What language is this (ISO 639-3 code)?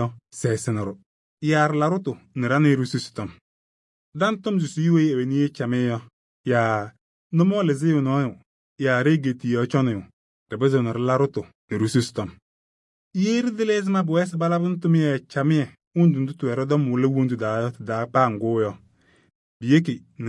kbp